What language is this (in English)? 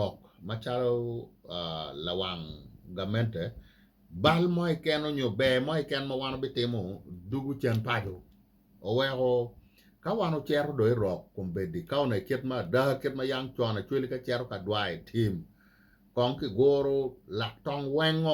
Acoli